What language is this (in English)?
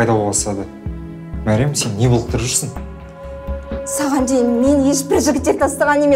Kazakh